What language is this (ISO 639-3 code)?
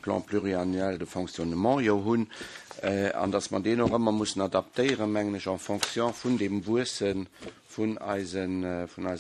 ltz